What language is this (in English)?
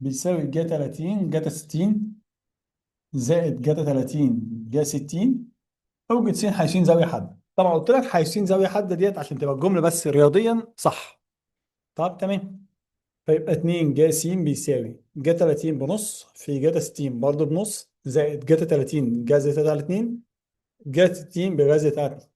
Egyptian Arabic